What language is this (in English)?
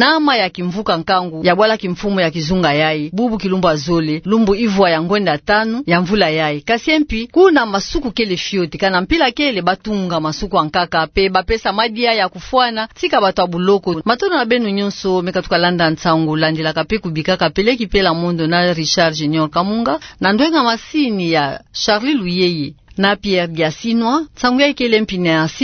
Kituba (Democratic Republic of Congo)